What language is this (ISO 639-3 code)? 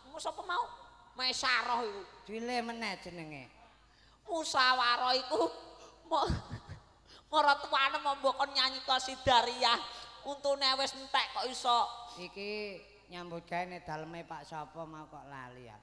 jav